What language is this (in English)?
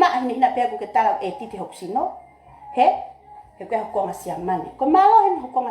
Tongan